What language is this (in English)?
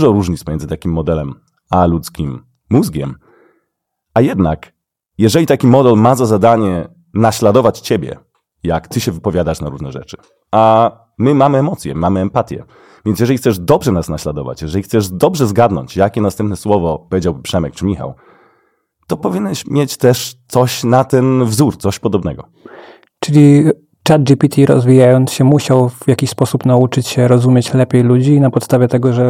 Polish